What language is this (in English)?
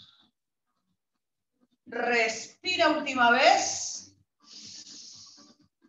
Spanish